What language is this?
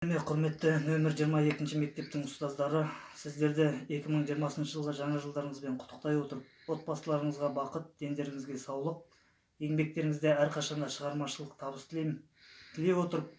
Kazakh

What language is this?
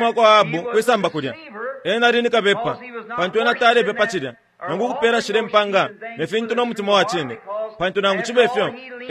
Bemba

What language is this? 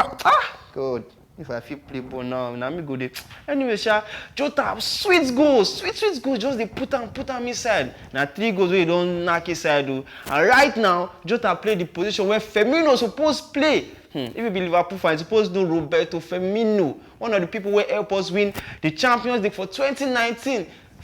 Nigerian Pidgin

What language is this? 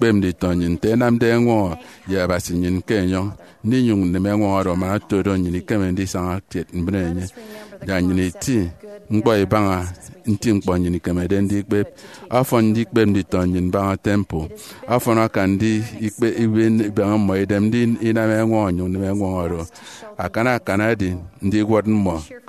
Efik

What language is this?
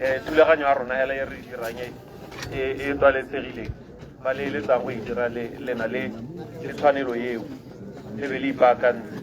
Tswana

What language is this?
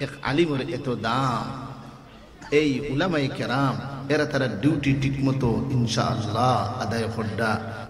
Sylheti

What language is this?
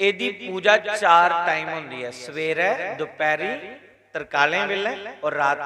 Dogri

